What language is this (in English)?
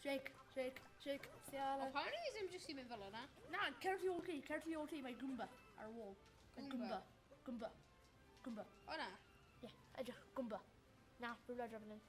Welsh